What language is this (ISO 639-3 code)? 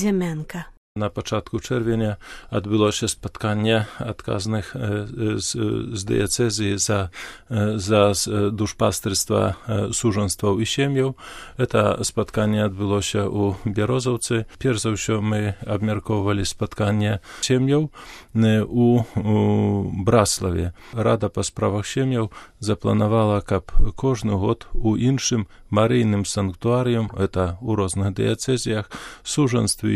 bel